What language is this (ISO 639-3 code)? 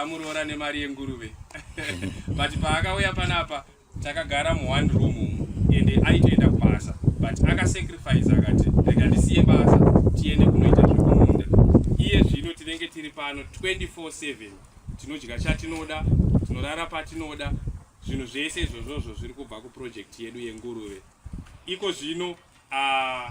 sna